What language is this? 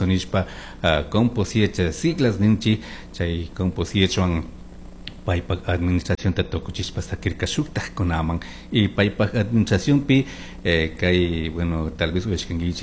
Chimborazo Highland Quichua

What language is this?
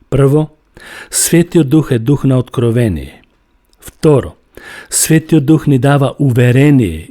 Macedonian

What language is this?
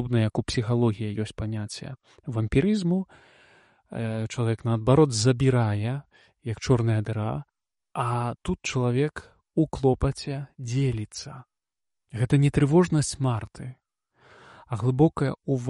Belarusian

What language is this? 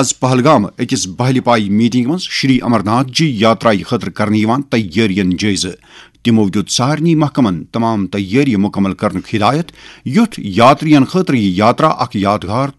Kashmiri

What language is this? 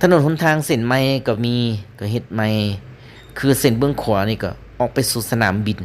Lao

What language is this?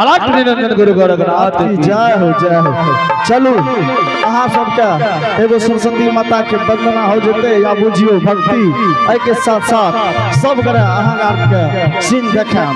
Angika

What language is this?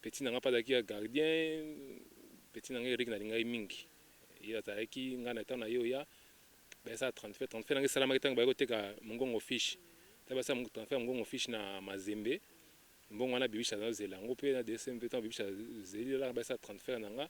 Lingala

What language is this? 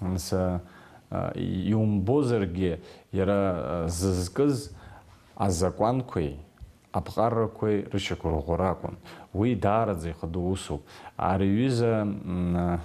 Abkhazian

